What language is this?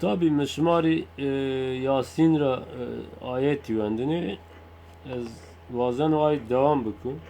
Zaza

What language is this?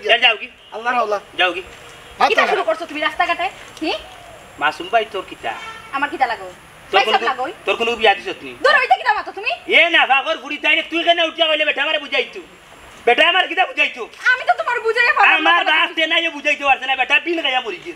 Sylheti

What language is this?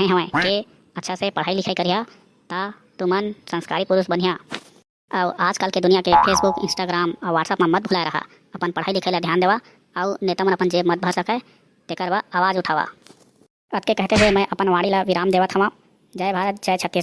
Chhattisgarhi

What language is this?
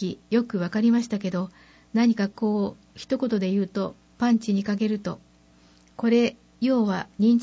Japanese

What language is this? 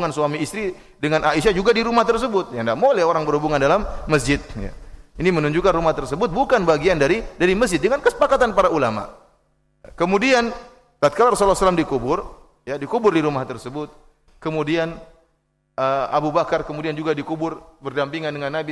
Indonesian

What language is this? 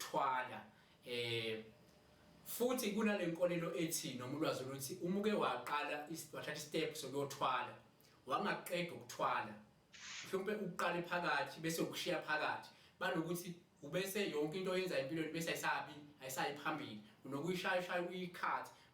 Zulu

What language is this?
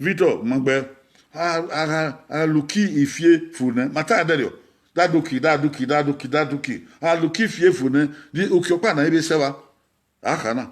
Bini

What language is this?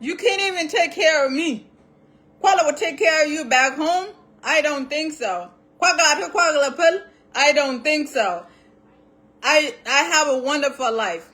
Nuer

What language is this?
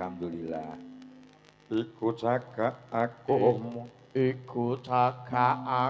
Javanese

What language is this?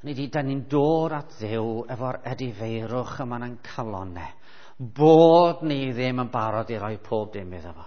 Welsh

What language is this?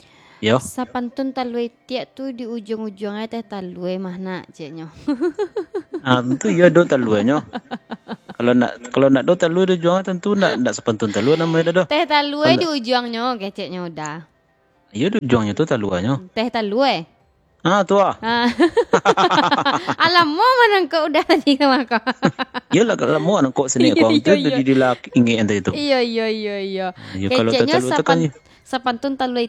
Minangkabau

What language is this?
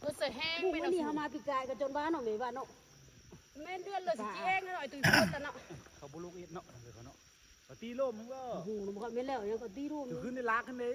Lao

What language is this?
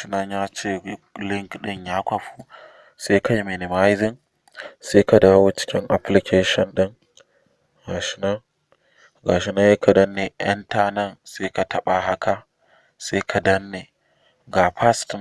Hausa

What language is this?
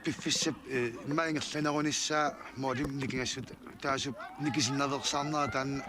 Kalaallisut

